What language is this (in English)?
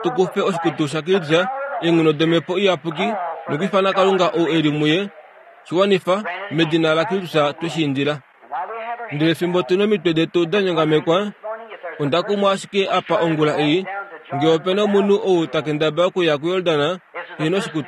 Kuanyama